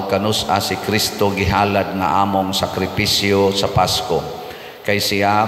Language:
Cebuano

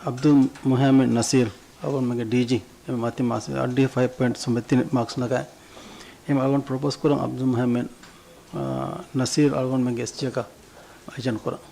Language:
Divehi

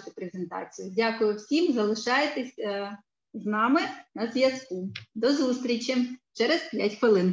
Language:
Ukrainian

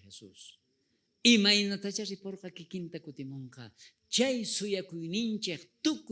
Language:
South Bolivian Quechua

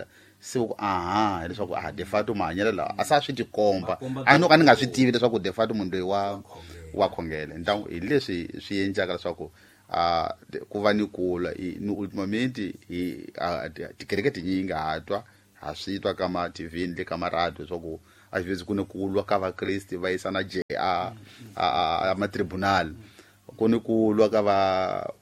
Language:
Tsonga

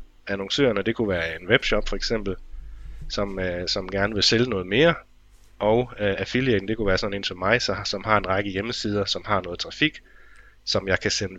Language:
Danish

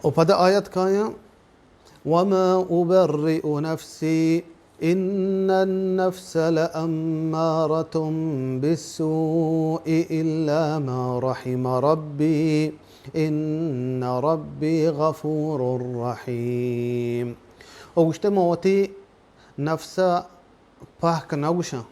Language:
Baluchi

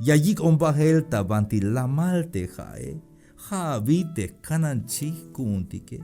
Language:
Tzeltal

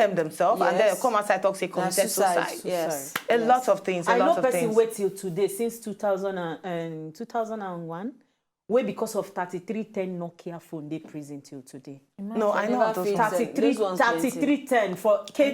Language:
Nigerian Pidgin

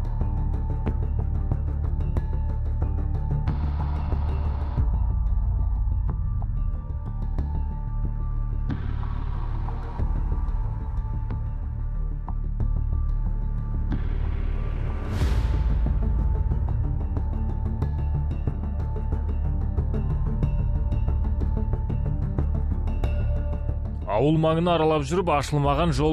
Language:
Kazakh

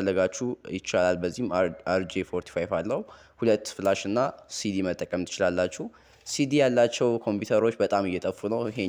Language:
Amharic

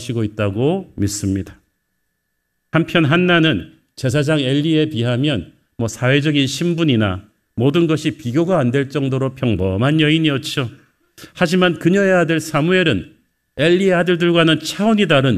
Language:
Korean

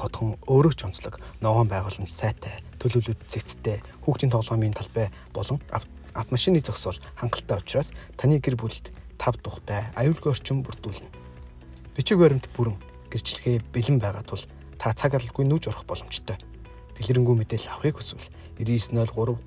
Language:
Mongolian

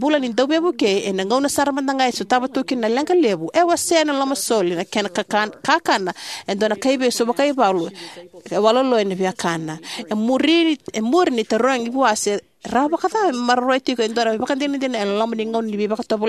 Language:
Fijian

